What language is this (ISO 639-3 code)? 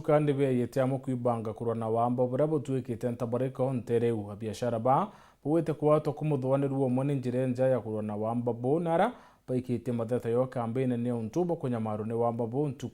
mer